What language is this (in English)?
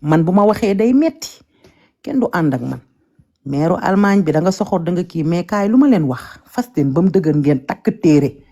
Wolof